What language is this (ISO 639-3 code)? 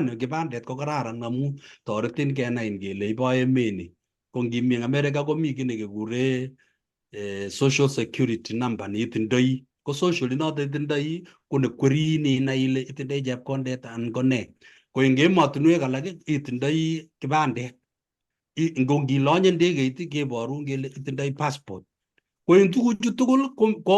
kln